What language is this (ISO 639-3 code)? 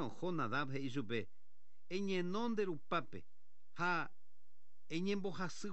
grn